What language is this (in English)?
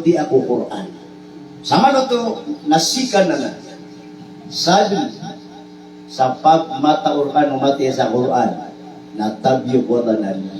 Maranao